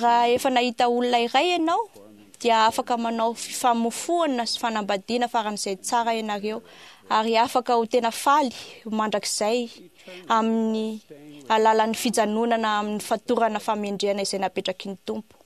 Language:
Malagasy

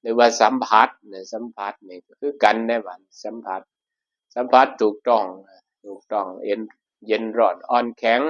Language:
Northeastern Thai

